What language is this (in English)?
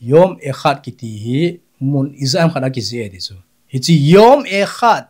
Thado Chin